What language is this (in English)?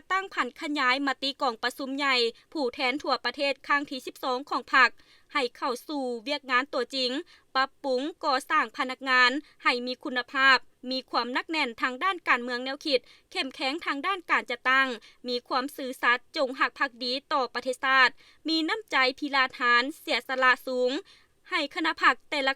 Lao